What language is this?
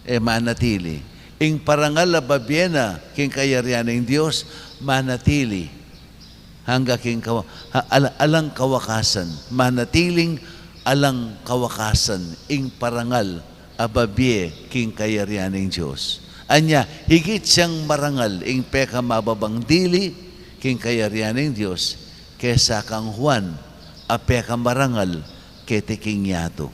Pampanga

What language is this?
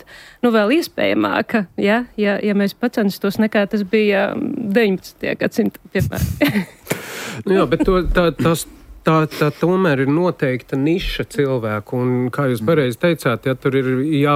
Latvian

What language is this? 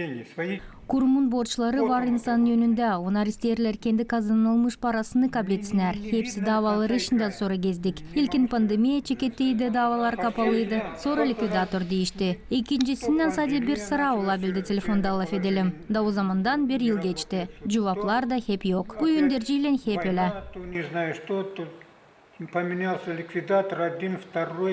Gagauz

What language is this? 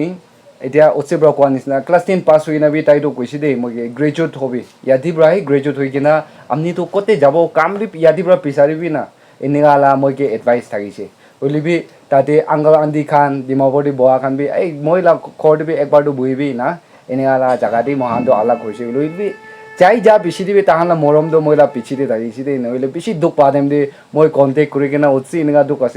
Naga Pidgin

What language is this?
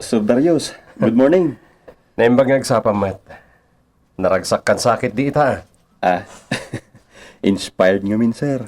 Iloko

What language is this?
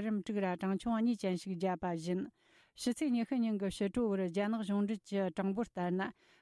Tibetan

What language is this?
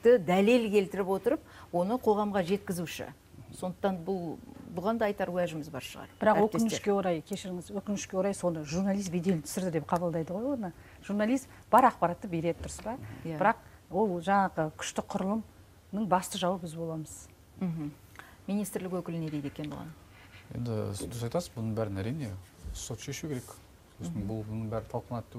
Kazakh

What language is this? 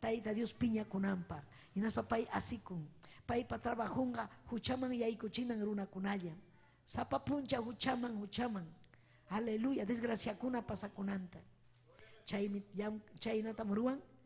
Ayacucho Quechua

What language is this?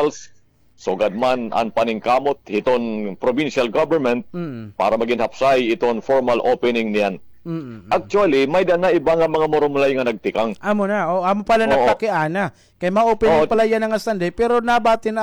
Waray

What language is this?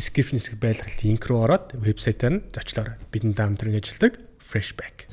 Mongolian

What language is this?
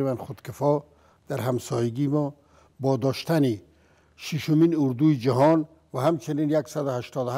Persian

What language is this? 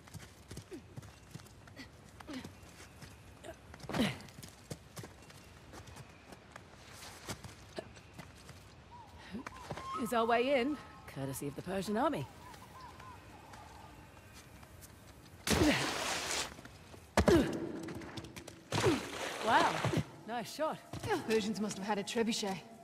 English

